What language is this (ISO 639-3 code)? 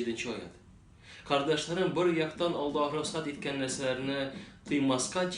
tat